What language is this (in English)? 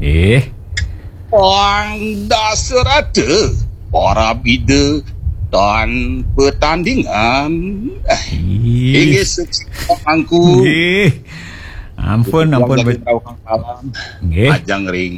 Balinese